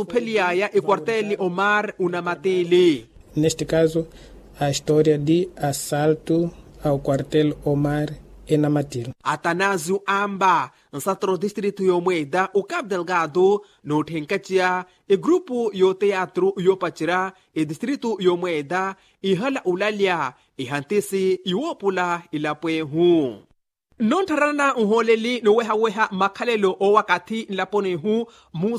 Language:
Makhuwa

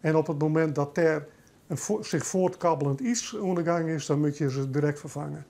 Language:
Western Frisian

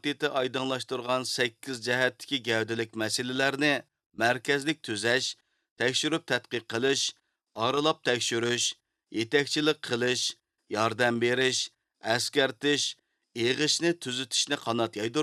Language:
Uyghur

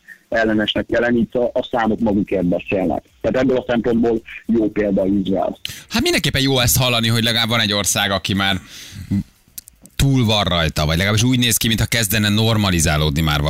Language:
Hungarian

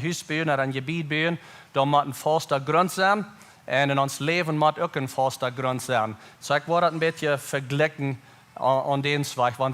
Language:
Plautdietsch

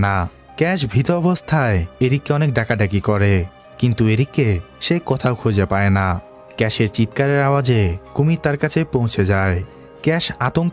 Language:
Bangla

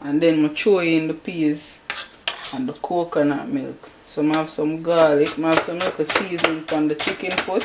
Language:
Jamaican Creole English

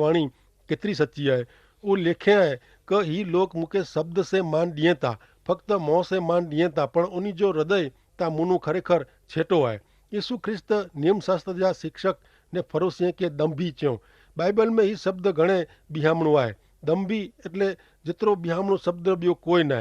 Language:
Kachhi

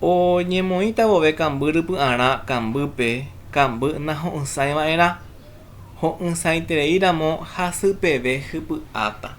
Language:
Guarani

